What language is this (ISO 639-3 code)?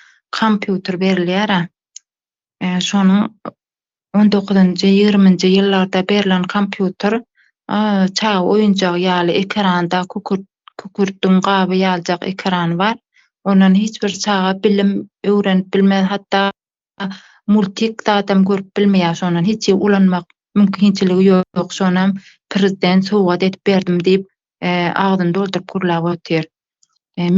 tuk